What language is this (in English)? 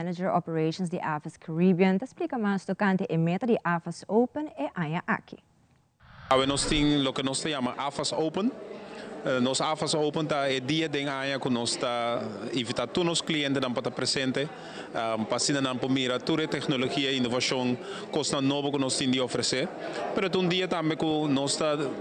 Papiamento